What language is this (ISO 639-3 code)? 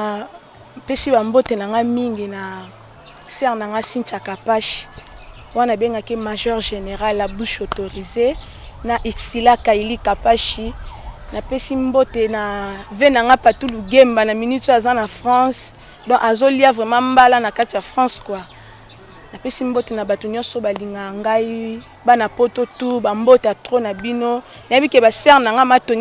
lin